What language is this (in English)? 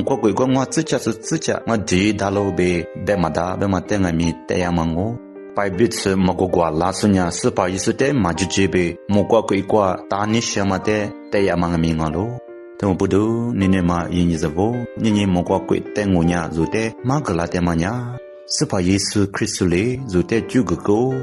Lisu